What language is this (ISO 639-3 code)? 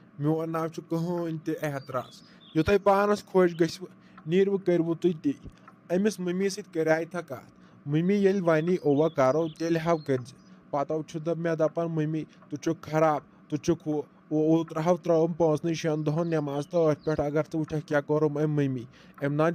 kas